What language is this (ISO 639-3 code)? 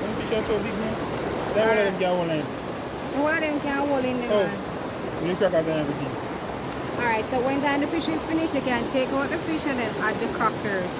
jam